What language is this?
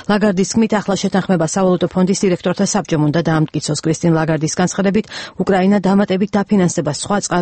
Georgian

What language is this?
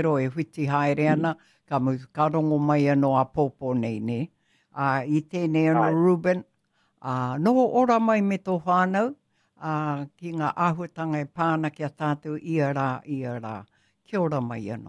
Māori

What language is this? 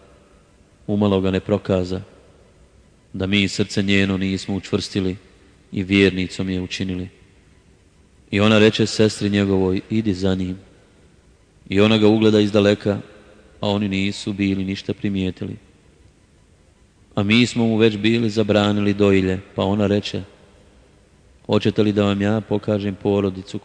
Bosnian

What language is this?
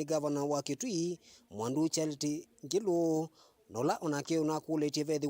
Kamba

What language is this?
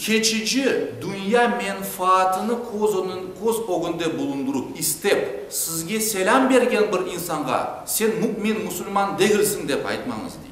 Crimean Tatar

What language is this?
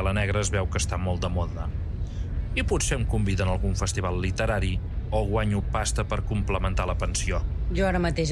Catalan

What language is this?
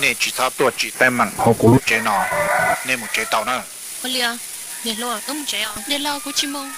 Hmong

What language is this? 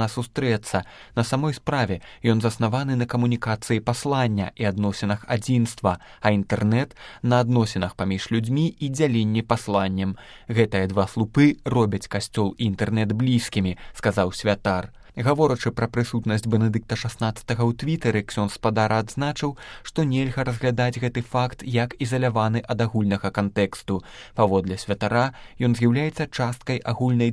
Belarusian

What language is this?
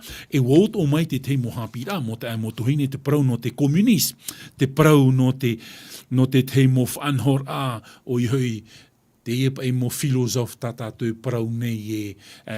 Tahitian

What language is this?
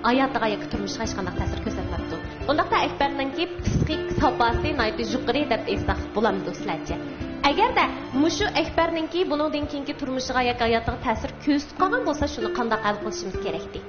Uyghur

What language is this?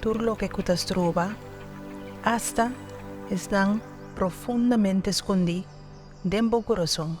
Papiamento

